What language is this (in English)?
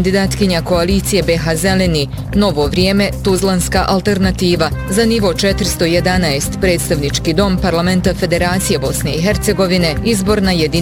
Bosnian